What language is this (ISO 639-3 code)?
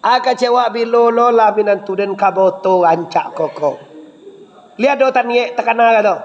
min